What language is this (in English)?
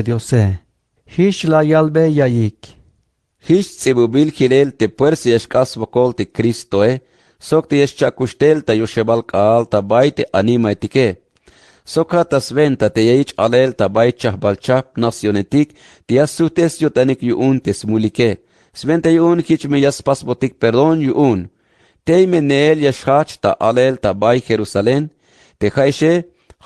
Tzeltal